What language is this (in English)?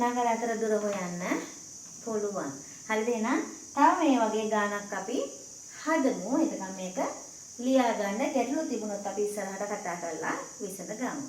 Sinhala